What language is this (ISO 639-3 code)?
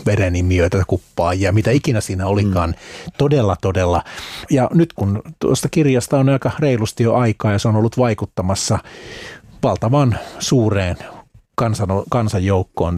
fin